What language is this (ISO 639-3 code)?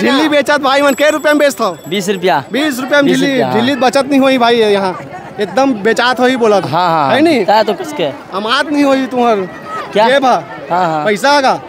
hne